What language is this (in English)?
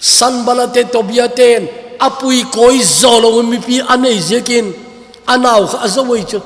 Thado Chin